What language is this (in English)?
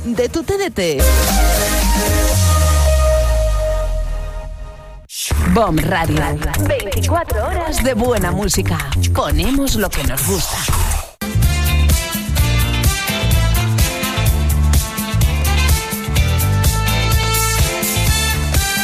Spanish